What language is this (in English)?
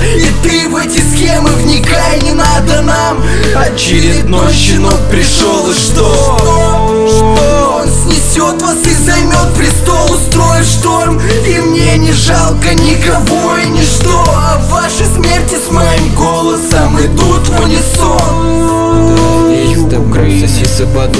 Russian